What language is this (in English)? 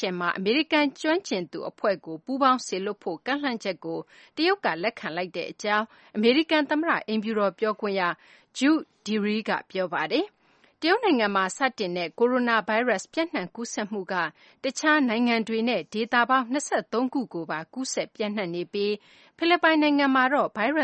Burmese